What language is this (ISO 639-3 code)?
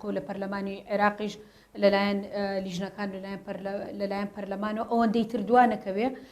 ckb